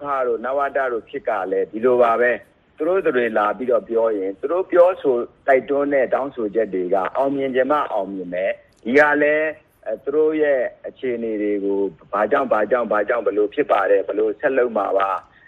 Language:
Burmese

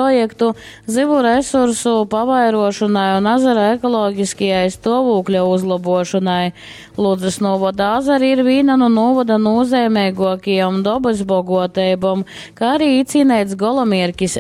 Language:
Latgalian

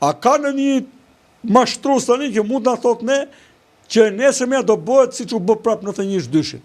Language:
Albanian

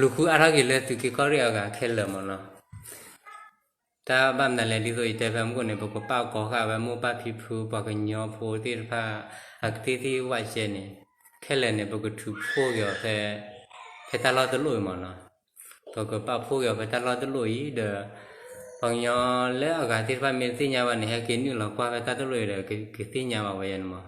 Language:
S'gaw Karen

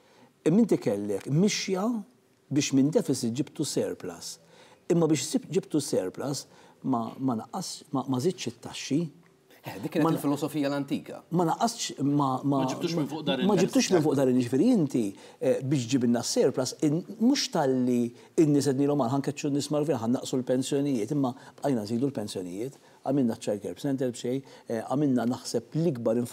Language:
Maltese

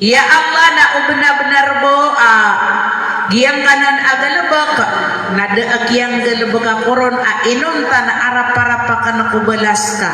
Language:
Maranao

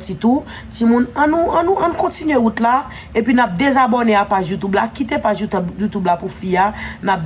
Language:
Haitian Creole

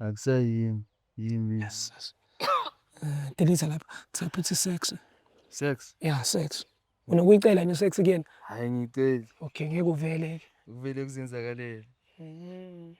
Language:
Zulu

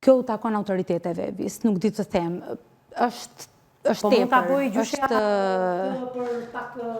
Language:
Albanian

